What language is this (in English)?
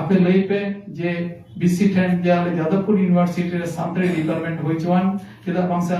Santali